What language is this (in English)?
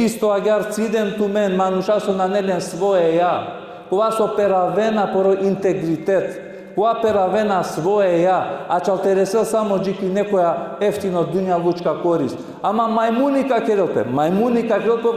Balkan Romani